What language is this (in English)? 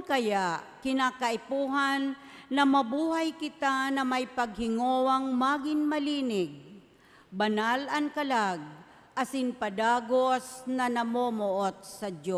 Bikol